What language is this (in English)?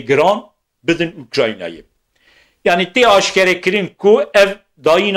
Kurdish